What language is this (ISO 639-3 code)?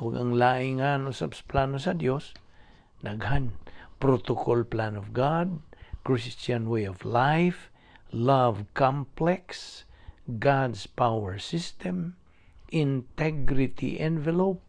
ceb